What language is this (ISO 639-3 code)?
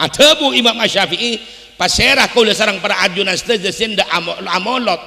mad